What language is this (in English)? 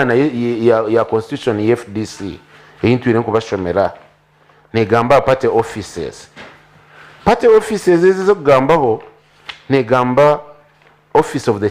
Nyankole